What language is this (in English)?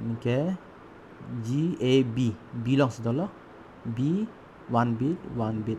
Karbi